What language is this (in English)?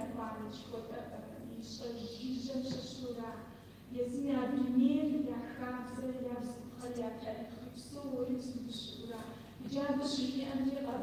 Kabardian